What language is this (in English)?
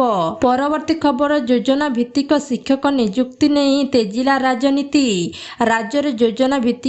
Odia